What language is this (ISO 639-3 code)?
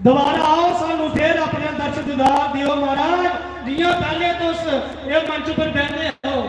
doi